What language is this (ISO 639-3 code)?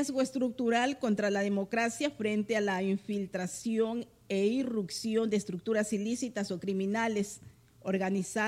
spa